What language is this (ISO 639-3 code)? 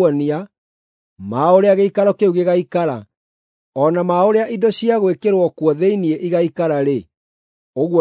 kik